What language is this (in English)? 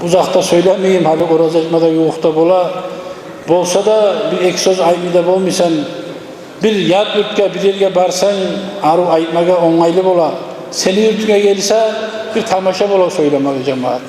Kumyk